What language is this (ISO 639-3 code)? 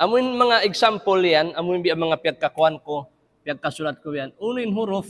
tsg